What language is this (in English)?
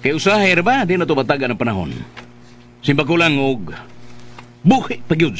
Cebuano